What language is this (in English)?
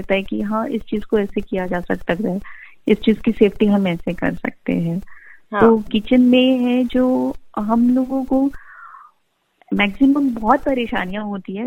Hindi